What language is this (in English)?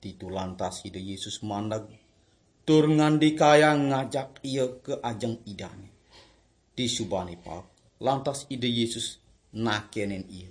Balinese